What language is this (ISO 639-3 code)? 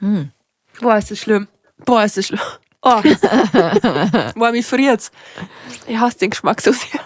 bar